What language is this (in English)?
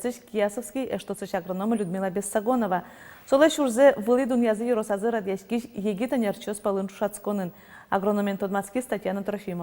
Udmurt